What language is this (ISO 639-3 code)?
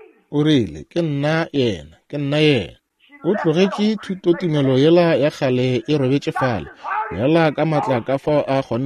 nso